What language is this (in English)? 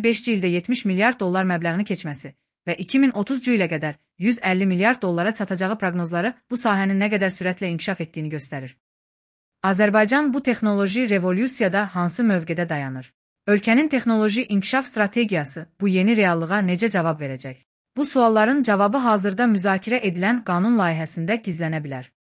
Azerbaijani